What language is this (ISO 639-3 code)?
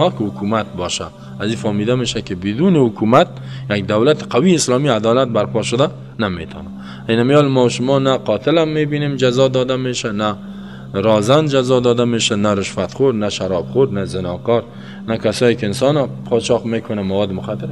fas